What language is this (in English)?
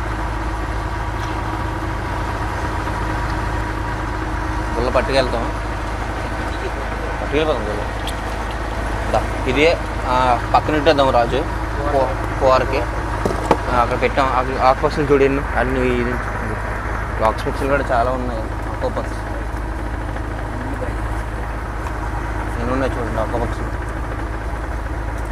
Telugu